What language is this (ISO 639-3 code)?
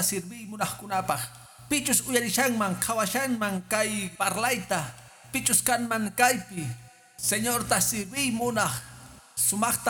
que